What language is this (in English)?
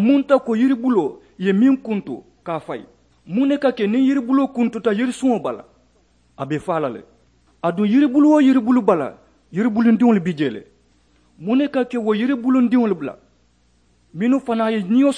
Mandingo